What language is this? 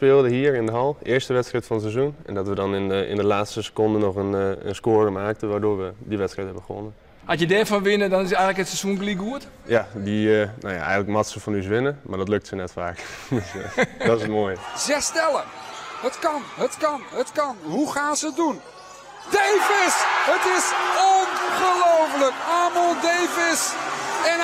Western Frisian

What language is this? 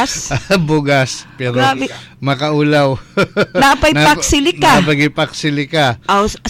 Cebuano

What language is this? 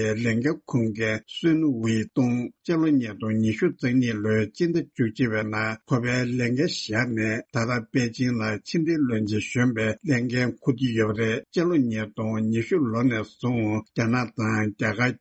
Tibetan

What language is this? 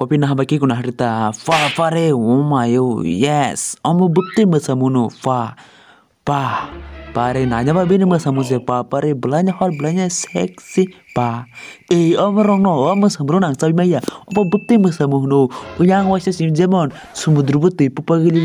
Kok Borok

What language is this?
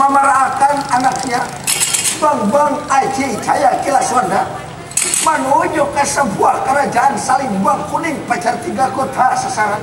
Banjar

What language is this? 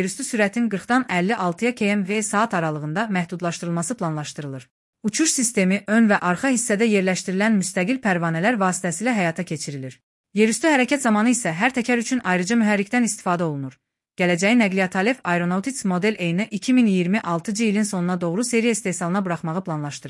Azerbaijani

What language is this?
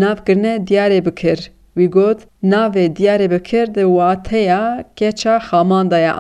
Kurdish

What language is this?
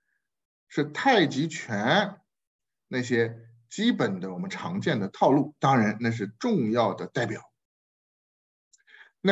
Chinese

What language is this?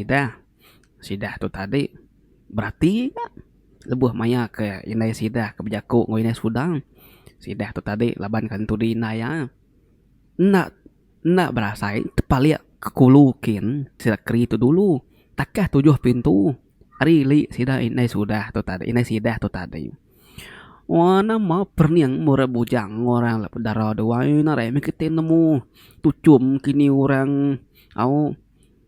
Iban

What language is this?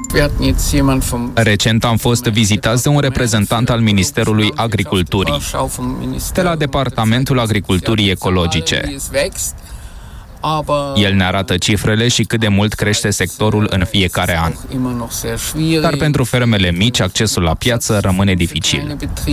Romanian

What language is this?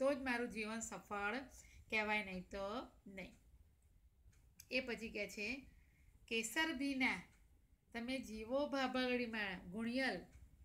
Gujarati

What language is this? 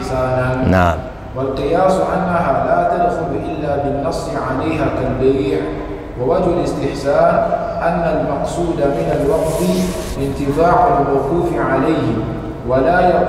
Arabic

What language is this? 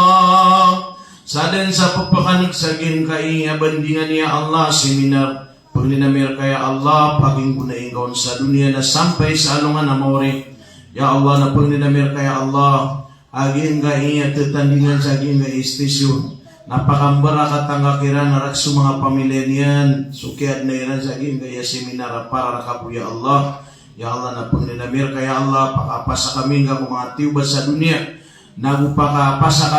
Maranao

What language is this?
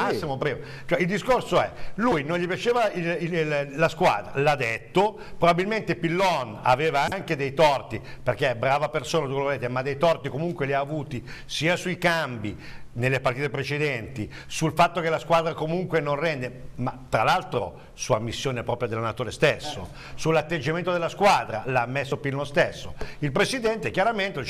Italian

